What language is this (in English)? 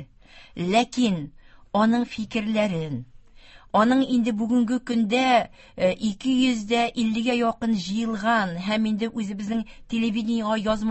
Tatar